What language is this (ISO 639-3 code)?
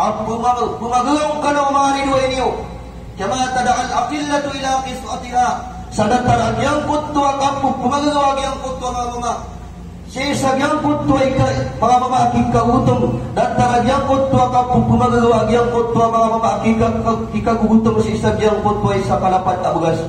mrw